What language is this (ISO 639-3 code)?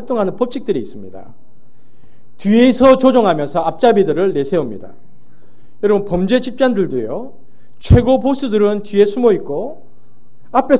kor